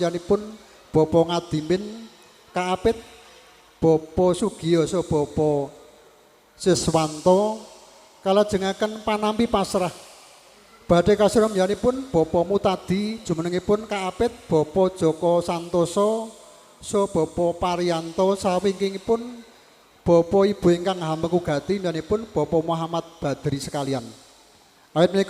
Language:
Javanese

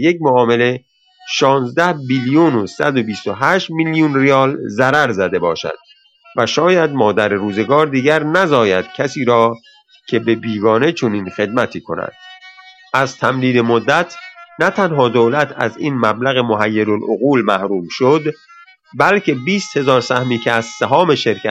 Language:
Persian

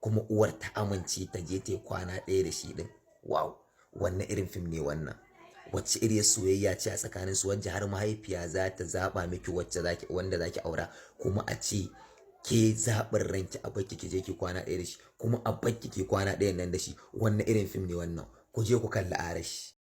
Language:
Hausa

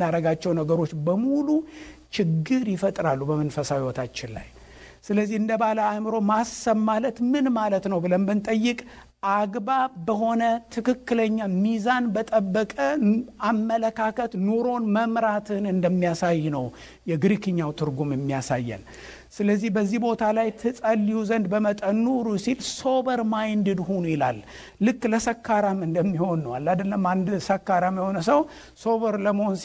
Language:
Amharic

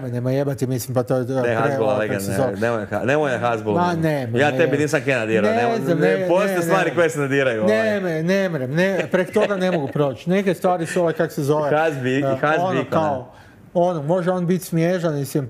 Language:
Croatian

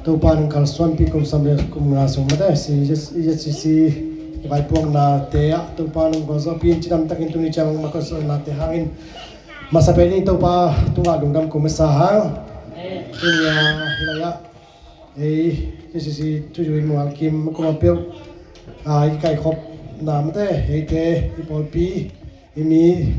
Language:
Tedim Chin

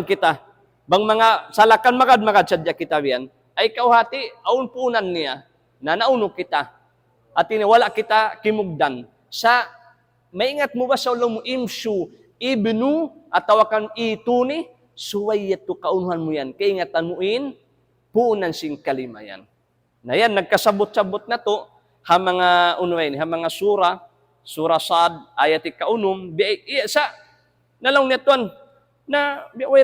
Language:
Tausug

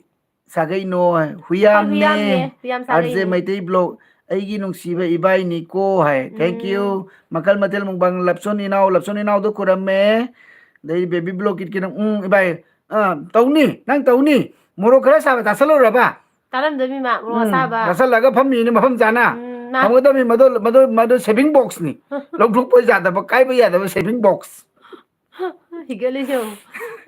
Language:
Manipuri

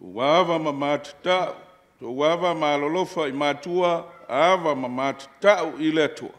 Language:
Samoan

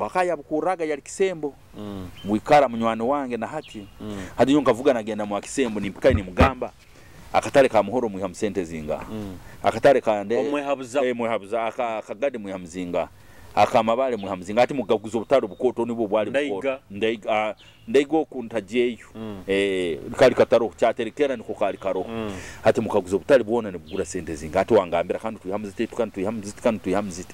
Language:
Nyoro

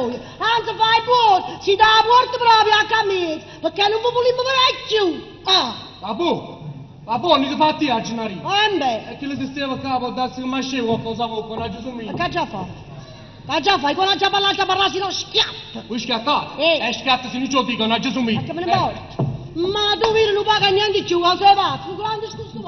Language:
Neapolitan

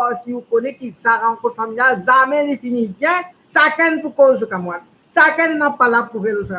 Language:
Morisyen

